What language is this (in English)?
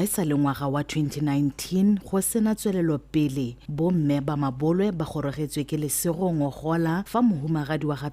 Tswana